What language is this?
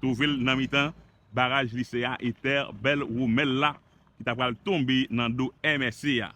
Haitian Creole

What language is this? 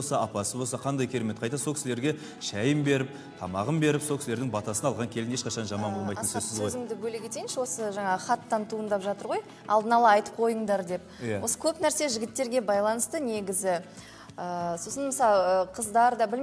Kazakh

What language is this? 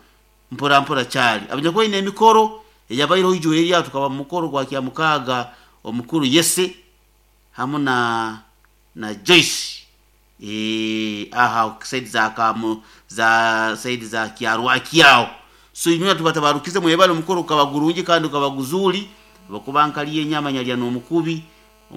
Nyoro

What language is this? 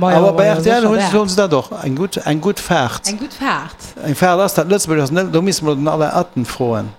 Luxembourgish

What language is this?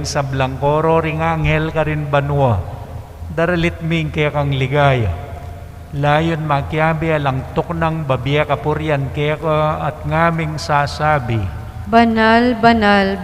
Pampanga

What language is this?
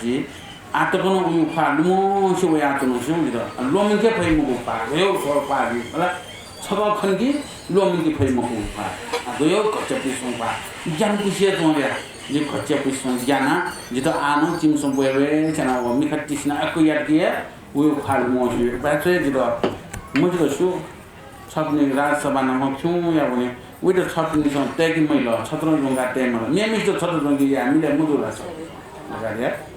Newari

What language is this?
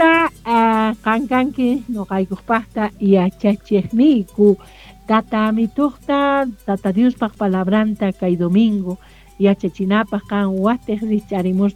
South Bolivian Quechua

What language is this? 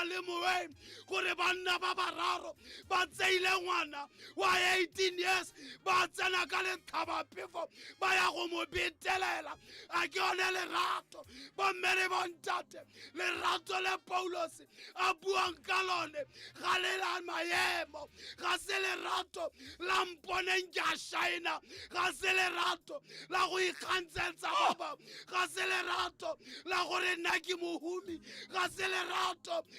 Tswana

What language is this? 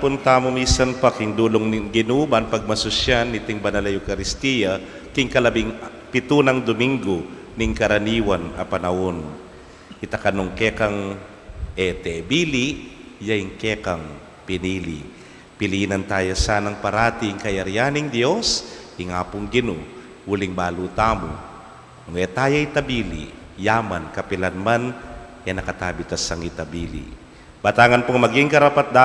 Pampanga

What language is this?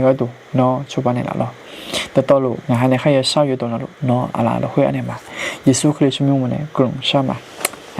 Akha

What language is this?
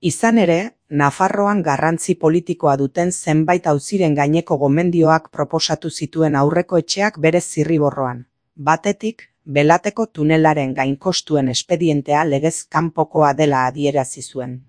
Basque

